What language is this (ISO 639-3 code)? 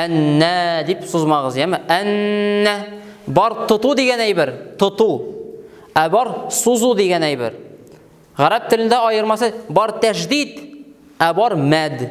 tat